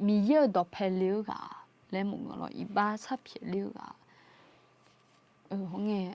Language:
Akha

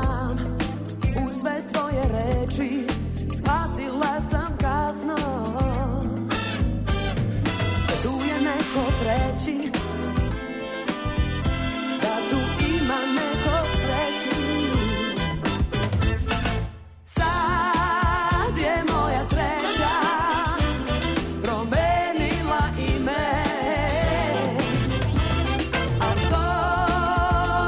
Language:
Serbian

